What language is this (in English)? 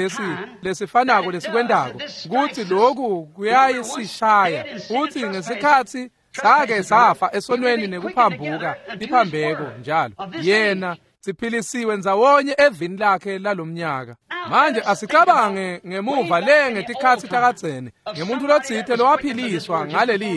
Swati